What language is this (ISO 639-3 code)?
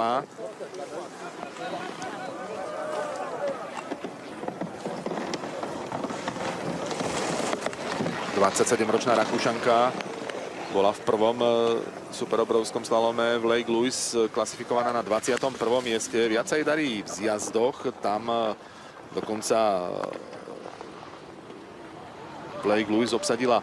slk